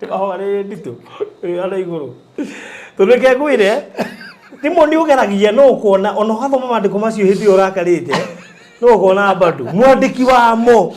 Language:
Kikuyu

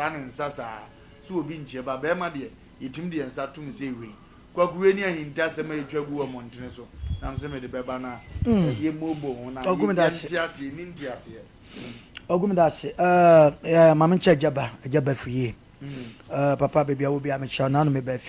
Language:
Akan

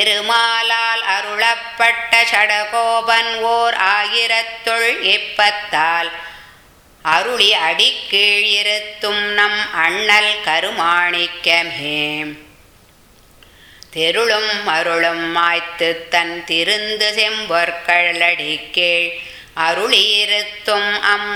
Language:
Tamil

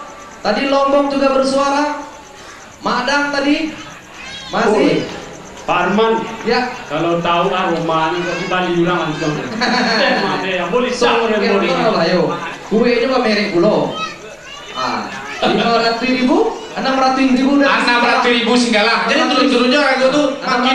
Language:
Minangkabau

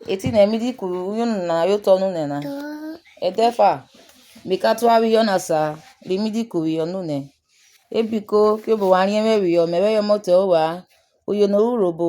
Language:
Urhobo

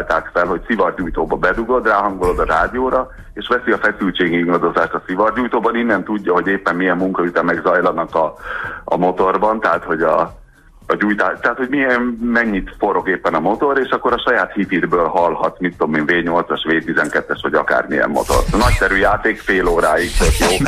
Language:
Hungarian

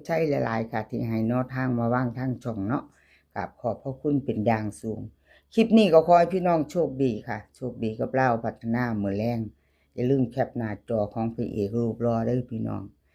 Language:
Northeastern Thai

